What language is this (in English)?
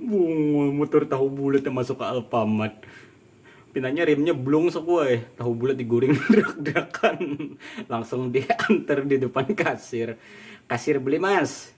Banjar